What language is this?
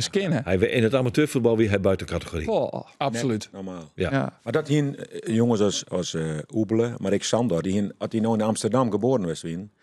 Western Frisian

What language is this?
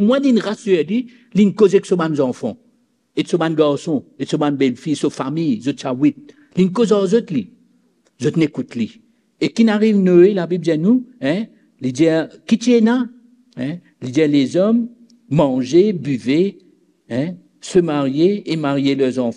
Morisyen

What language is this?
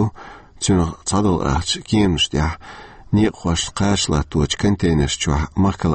Chechen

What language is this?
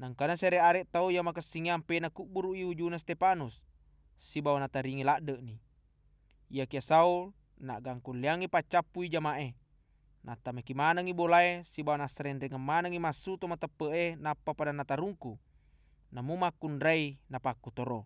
Buginese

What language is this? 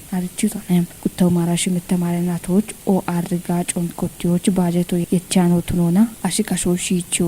Kafa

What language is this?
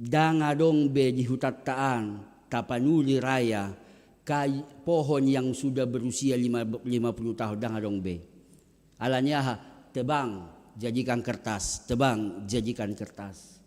Batak Toba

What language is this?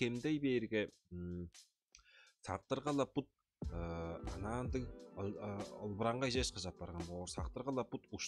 Tuvinian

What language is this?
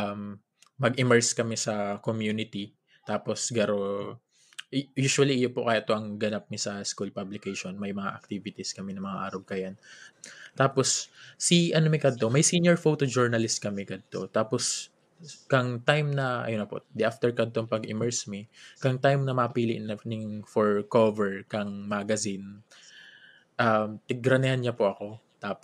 Bikol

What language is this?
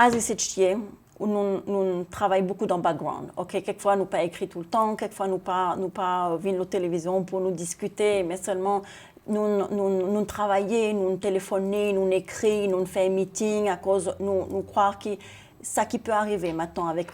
Seselwa Creole French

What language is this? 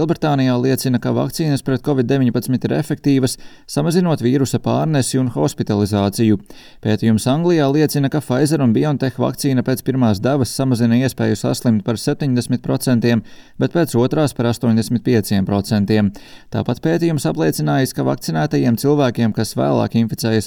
Latvian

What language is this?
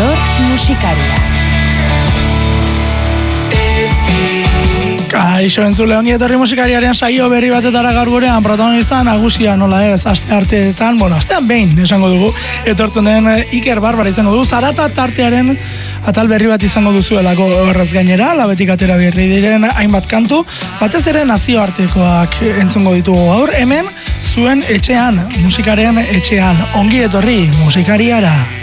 Basque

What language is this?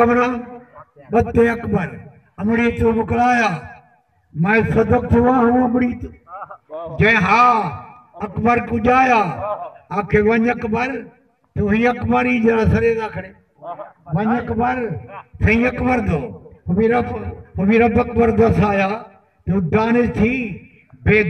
Saraiki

